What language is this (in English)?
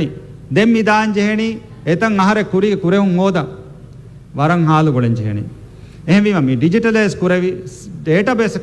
Divehi